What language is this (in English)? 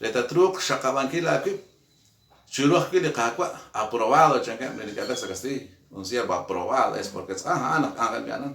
Kekchí